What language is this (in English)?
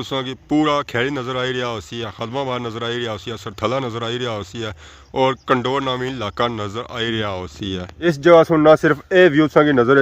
Pahari-Potwari